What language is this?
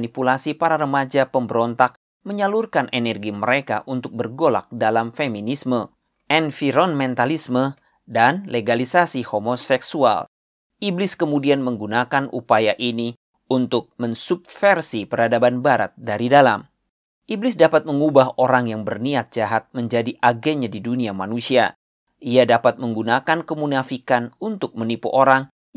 Indonesian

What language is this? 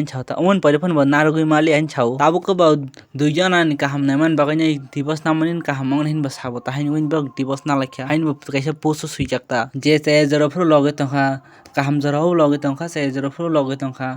Kok Borok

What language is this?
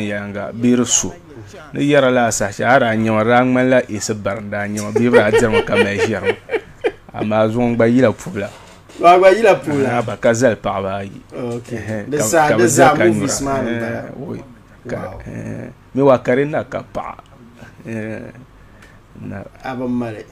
Dagbani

